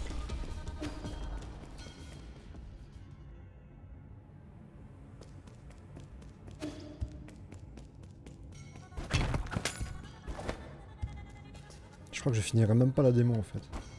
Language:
French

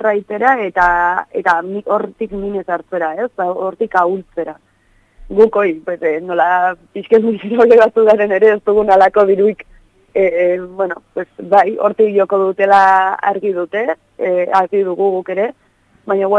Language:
Basque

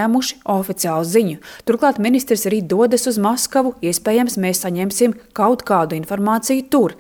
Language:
Latvian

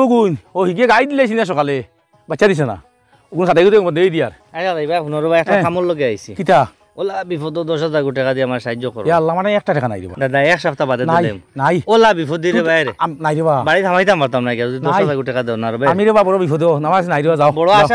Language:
Sylheti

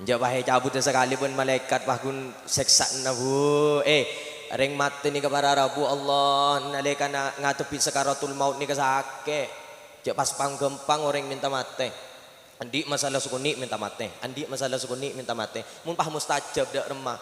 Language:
Madurese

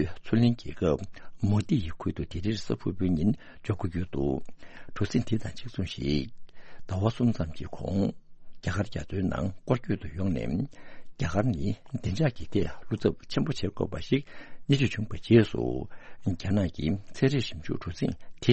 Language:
Tibetan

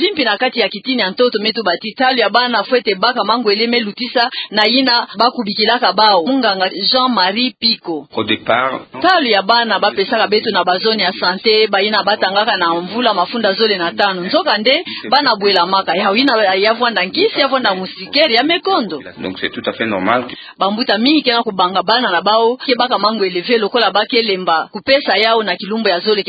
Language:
Kituba (Democratic Republic of Congo)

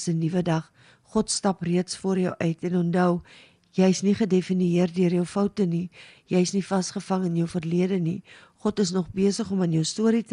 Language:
Afrikaans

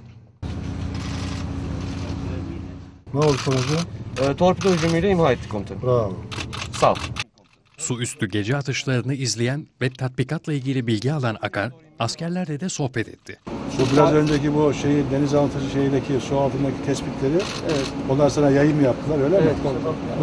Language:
Turkish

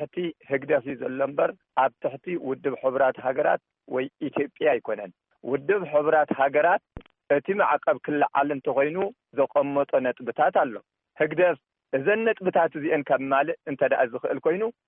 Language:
Tigrinya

